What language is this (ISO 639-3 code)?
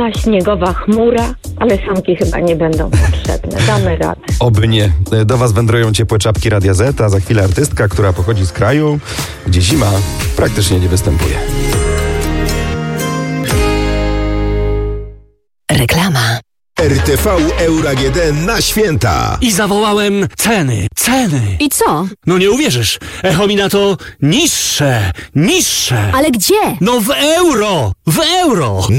pol